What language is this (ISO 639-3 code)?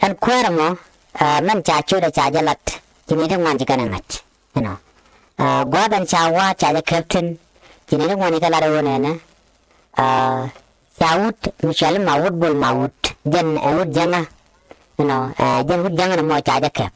nus